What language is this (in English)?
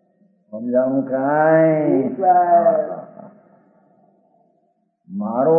Gujarati